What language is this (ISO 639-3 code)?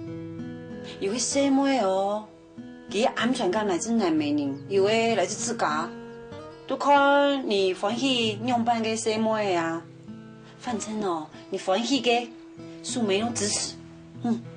hak